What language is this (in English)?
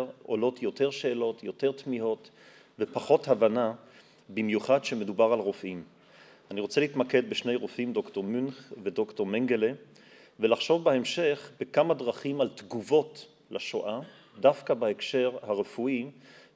Hebrew